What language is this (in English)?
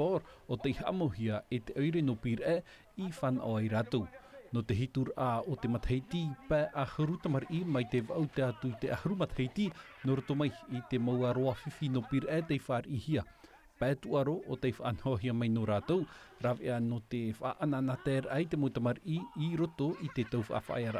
Tahitian